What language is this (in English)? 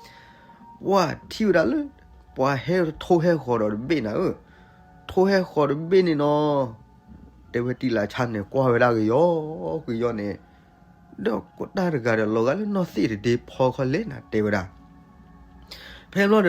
S'gaw Karen